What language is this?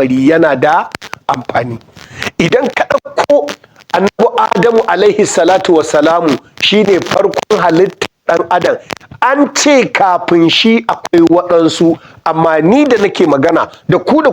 Hausa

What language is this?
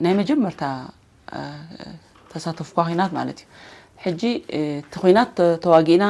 Tigrinya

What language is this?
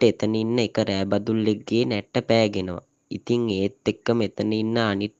Sinhala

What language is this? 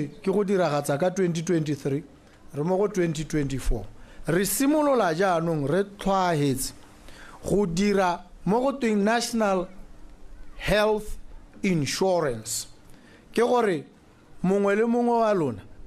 Tswana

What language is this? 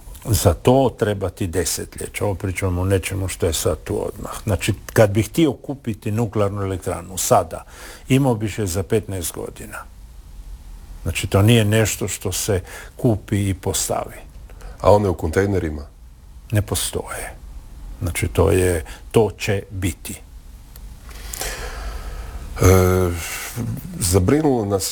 Croatian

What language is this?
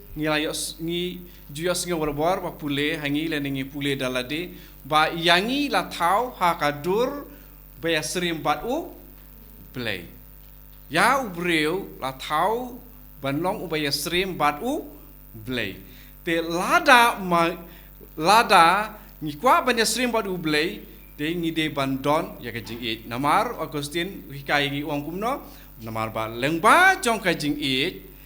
Khasi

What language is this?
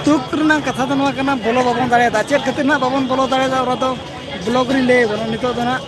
Santali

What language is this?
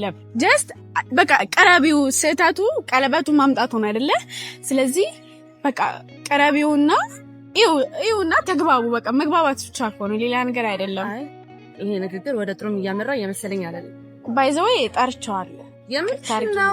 Amharic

